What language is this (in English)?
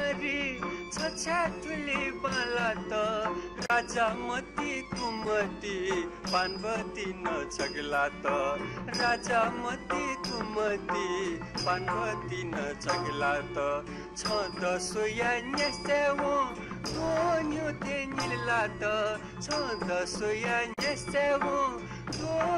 Newari